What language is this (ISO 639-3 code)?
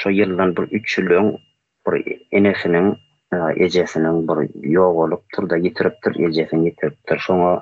tuk